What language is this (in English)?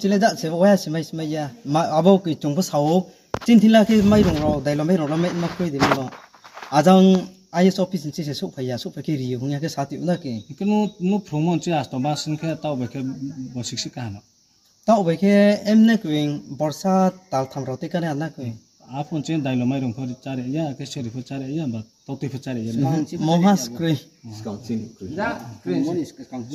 Riang (India)